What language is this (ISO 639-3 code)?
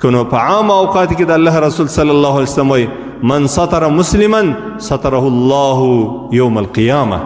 pus